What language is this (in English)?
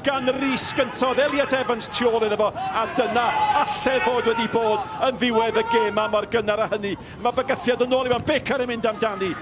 Welsh